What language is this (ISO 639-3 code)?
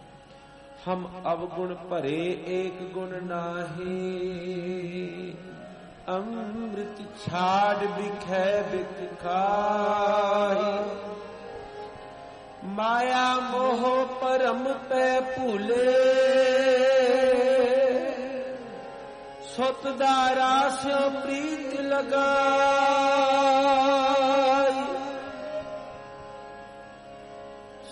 pan